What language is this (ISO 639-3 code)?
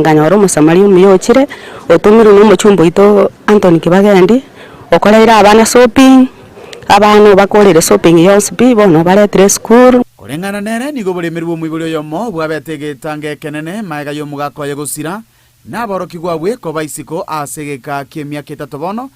guz